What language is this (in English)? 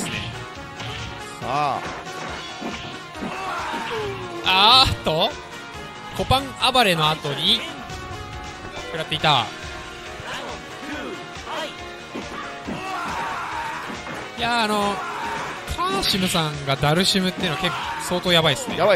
Japanese